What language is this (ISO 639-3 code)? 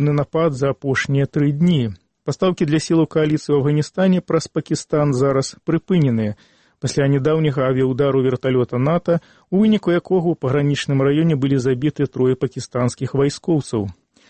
bel